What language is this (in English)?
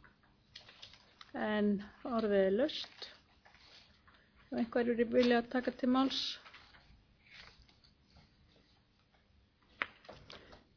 Icelandic